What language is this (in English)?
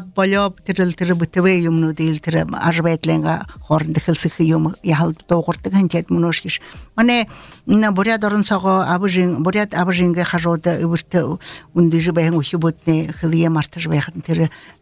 Buriat